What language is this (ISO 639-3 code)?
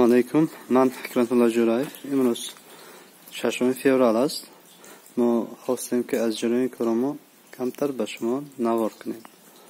tgk